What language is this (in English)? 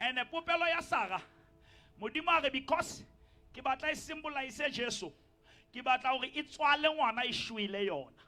Southern Sotho